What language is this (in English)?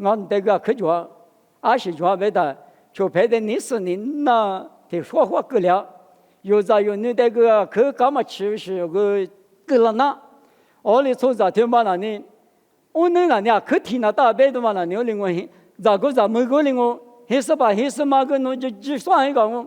Lisu